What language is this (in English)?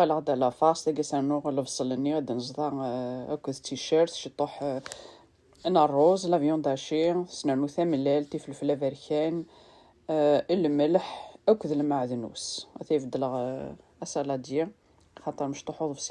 Kabyle